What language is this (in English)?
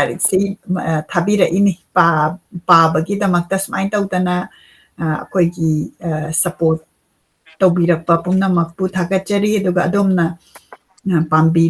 Manipuri